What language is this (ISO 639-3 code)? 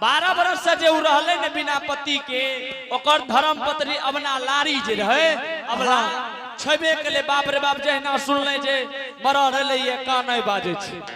anp